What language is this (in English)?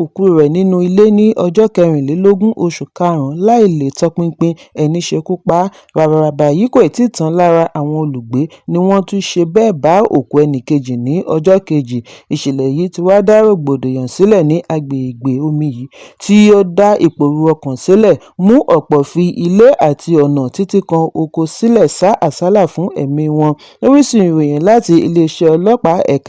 Yoruba